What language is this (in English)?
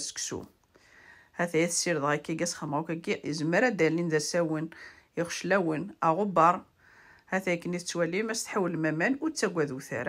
Kabyle